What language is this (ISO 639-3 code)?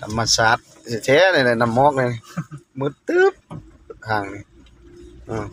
lao